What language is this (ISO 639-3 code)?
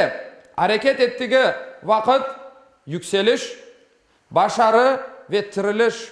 crh